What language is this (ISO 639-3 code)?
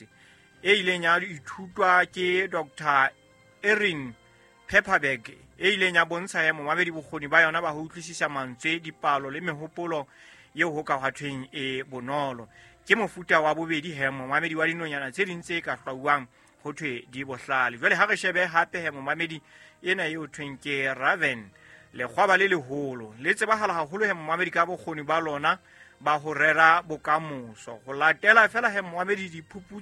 sot